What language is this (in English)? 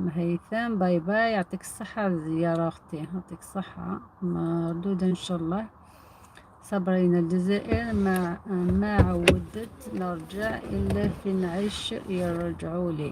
Algerian Arabic